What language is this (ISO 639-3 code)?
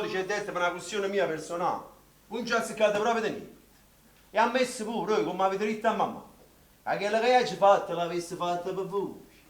nap